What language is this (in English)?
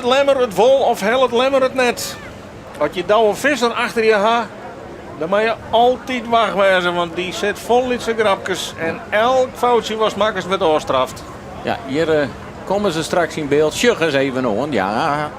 Western Frisian